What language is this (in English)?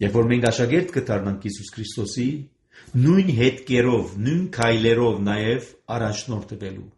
Armenian